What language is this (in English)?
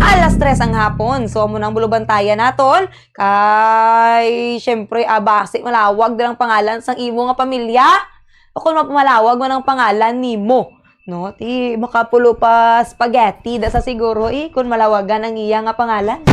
Hiligaynon